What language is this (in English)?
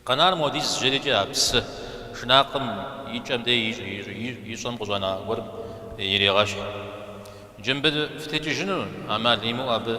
Kabardian